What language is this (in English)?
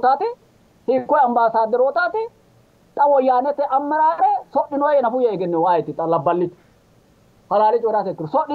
Sidamo